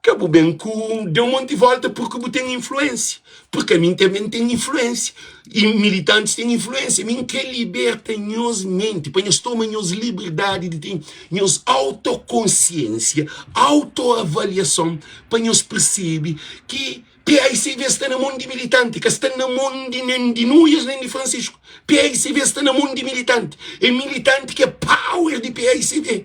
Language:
Kabuverdianu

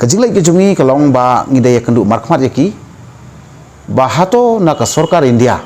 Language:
Khasi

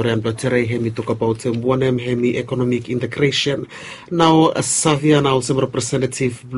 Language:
Bislama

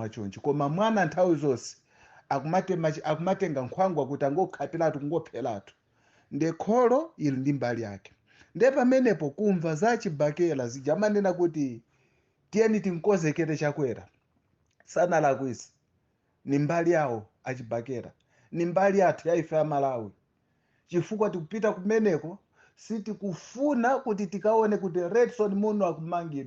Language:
Nyanja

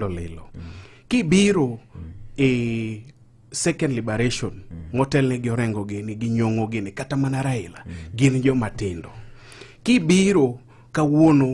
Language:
Luo (Kenya and Tanzania)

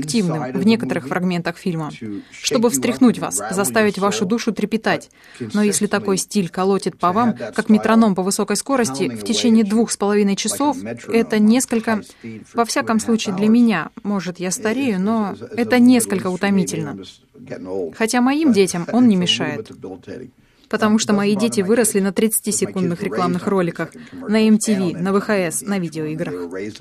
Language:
Russian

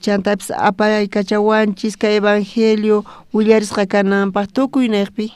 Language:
South Bolivian Quechua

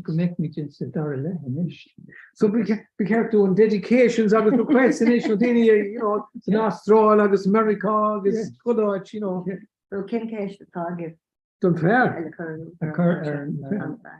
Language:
Irish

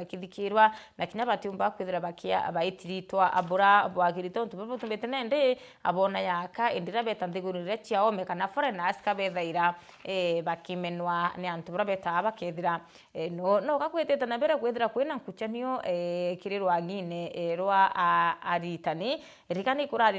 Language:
Meru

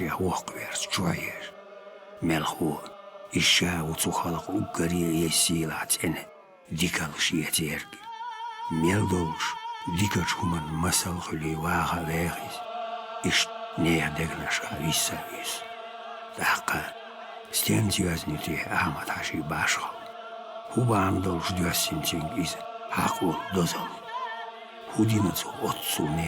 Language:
Chechen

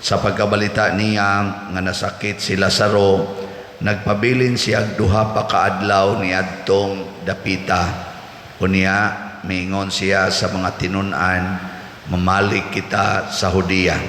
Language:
Cebuano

